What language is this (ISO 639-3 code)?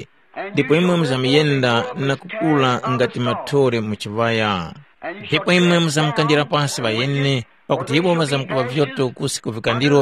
tum